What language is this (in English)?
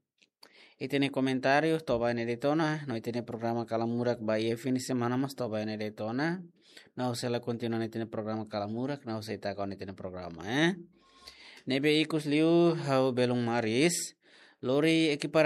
Tetum